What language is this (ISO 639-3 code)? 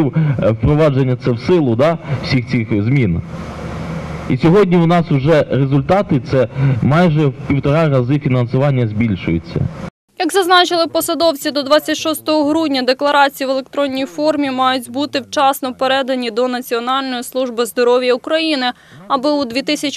ukr